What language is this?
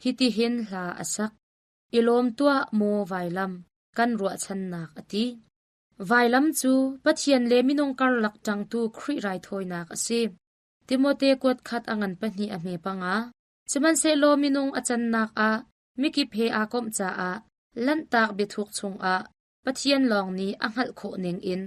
Hakha Chin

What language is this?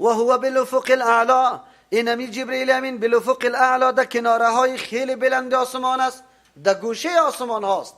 Persian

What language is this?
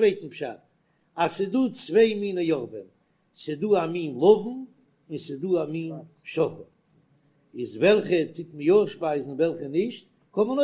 Yiddish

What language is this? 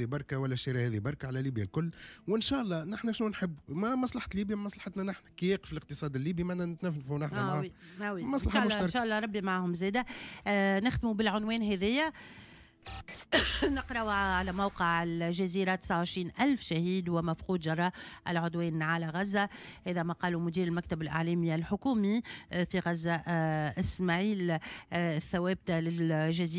Tunisian Arabic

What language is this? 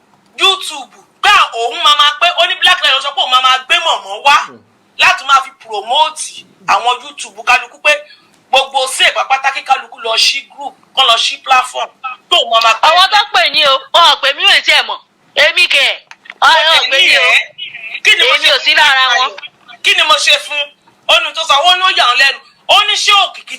Yoruba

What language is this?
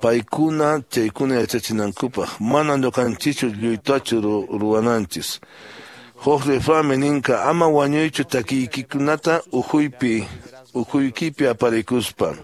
Quechua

